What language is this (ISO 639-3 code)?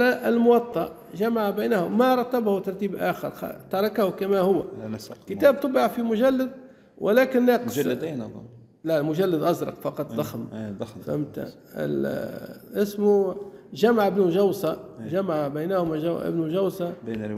ara